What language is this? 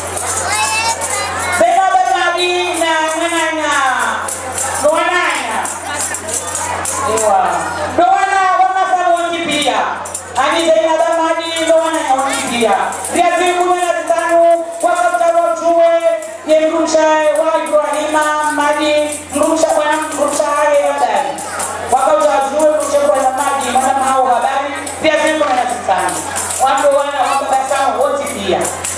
Swahili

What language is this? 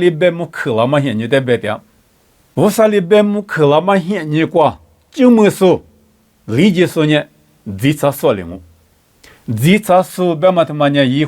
Lisu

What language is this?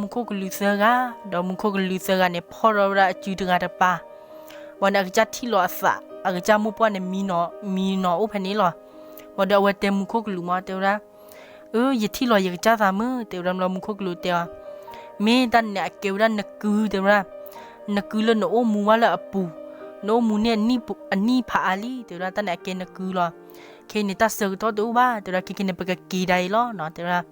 S'gaw Karen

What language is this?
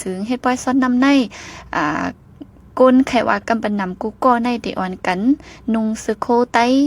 Shan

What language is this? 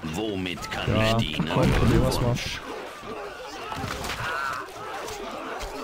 German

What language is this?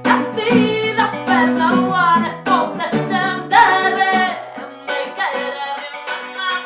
Occitan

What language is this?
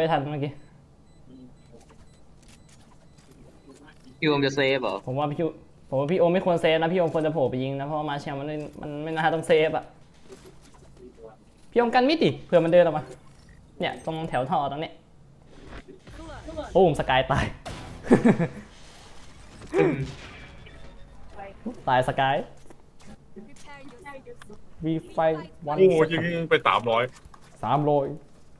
Thai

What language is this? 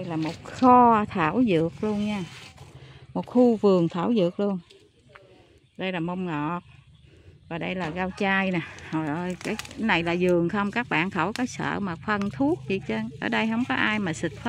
Vietnamese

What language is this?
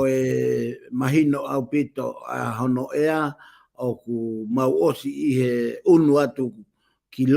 Tongan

